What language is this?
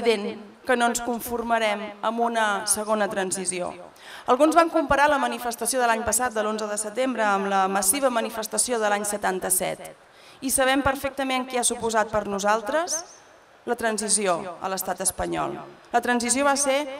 Catalan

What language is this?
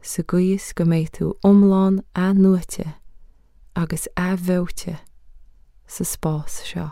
Irish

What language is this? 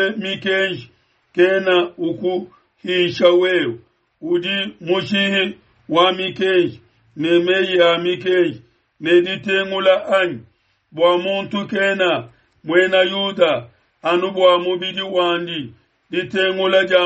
Luba-Lulua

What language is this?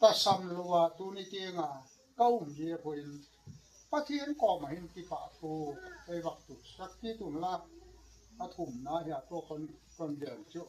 Gangte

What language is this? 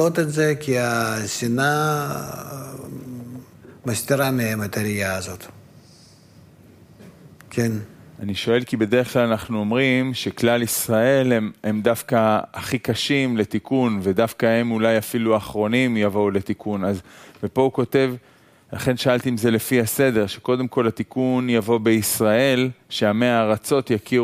Hebrew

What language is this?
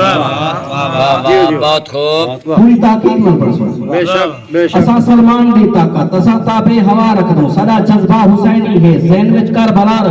Saraiki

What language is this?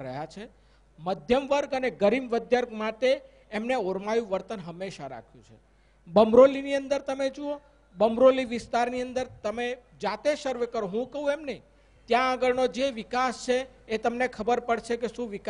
Gujarati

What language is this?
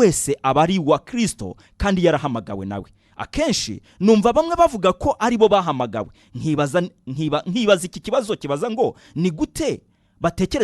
Kinyarwanda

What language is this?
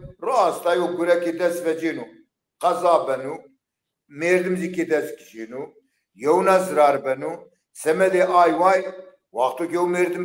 Zaza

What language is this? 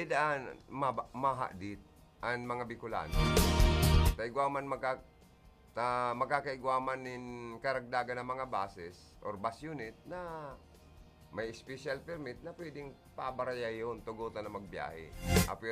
Bikol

